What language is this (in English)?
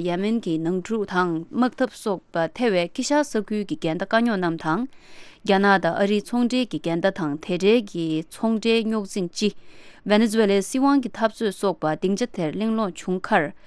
Tibetan